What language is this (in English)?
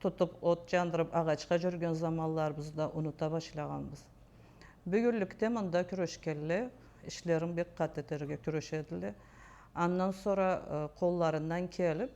Karachay-Balkar